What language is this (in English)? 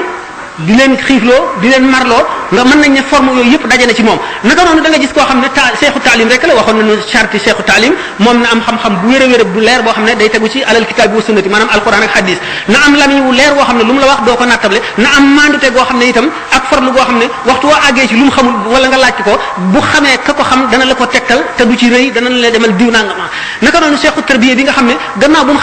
Wolof